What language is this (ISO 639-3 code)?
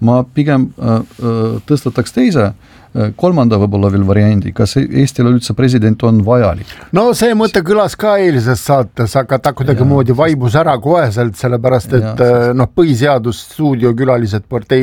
est